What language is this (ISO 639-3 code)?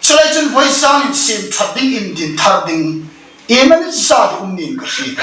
hmr